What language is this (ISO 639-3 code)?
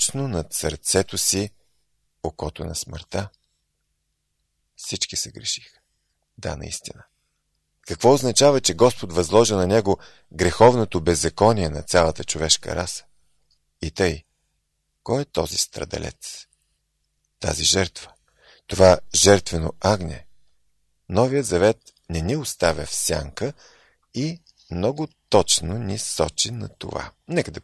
bul